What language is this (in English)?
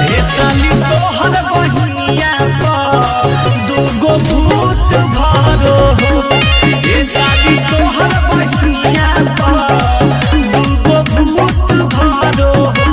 Magahi